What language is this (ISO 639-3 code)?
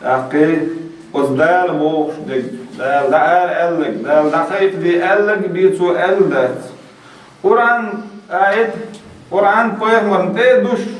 che